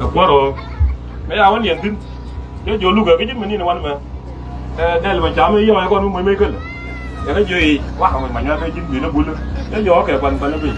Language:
Nuer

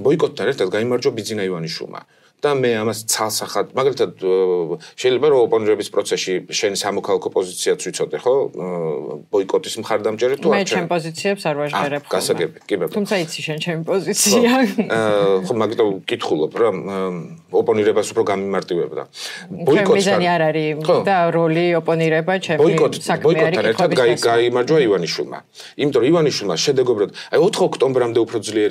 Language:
Georgian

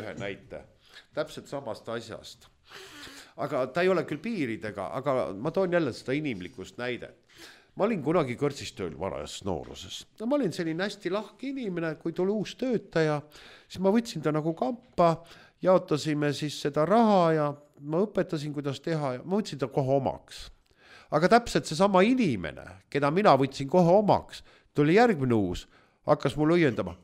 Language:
Estonian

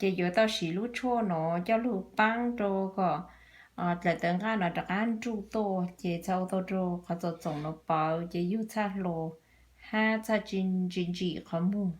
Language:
Hmong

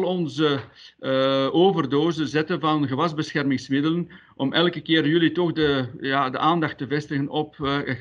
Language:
Dutch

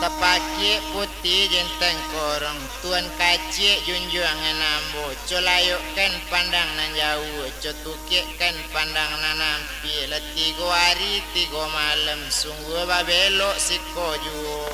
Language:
Minangkabau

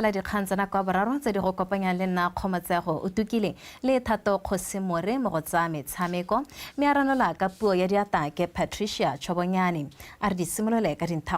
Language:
Tswana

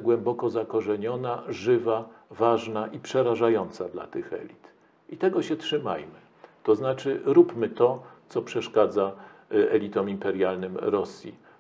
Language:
Polish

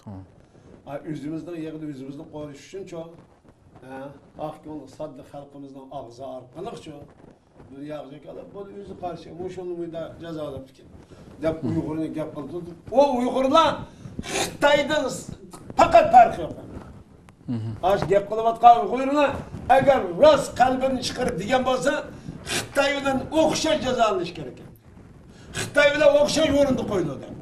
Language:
Uyghur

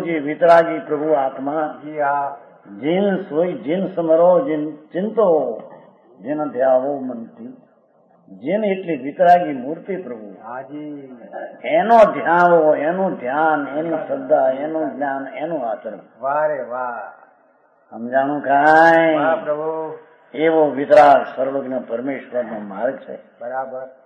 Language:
Gujarati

